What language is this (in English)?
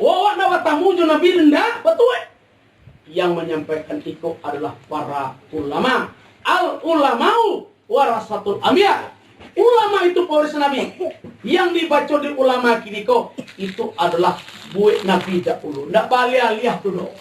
Minangkabau